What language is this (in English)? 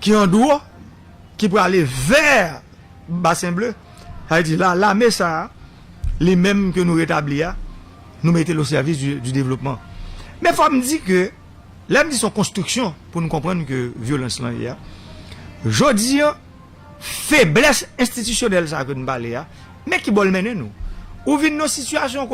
Haitian Creole